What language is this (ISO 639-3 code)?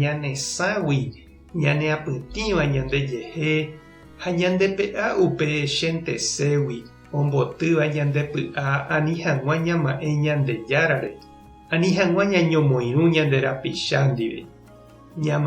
grn